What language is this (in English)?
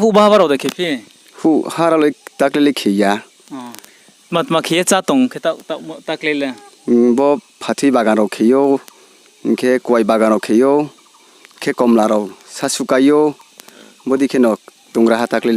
Riang (India)